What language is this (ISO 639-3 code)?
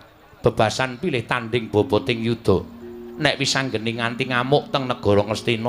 jav